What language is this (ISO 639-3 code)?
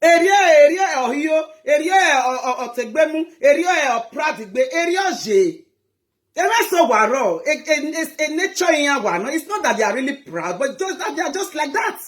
pcm